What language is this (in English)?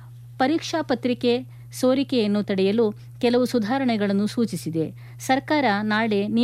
Kannada